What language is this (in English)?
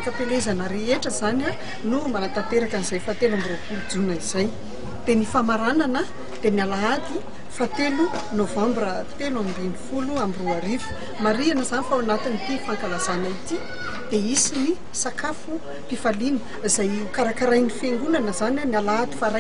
Malagasy